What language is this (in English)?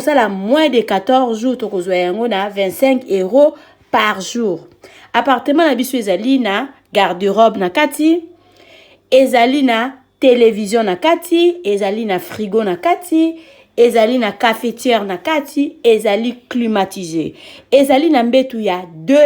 Lingala